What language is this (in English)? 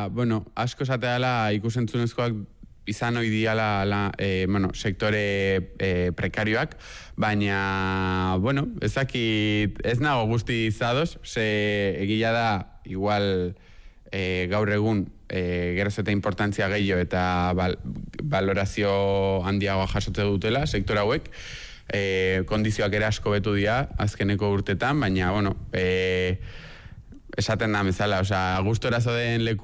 Basque